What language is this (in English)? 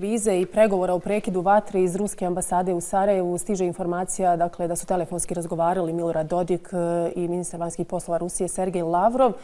Bosnian